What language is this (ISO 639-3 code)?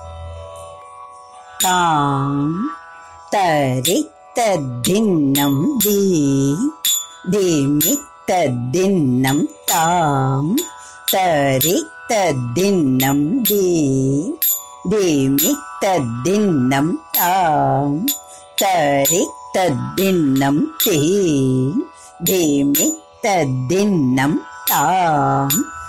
mal